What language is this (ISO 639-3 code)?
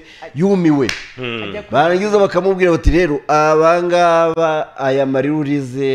kin